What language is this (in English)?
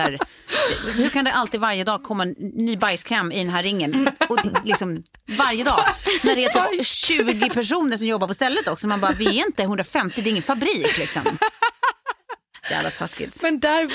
Swedish